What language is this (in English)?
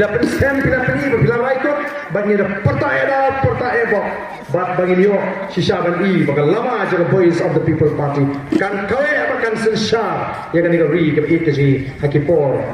Khasi